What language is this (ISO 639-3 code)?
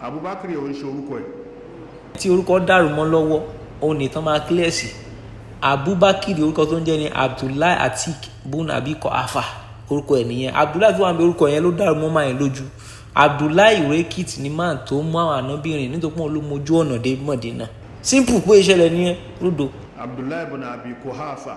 yor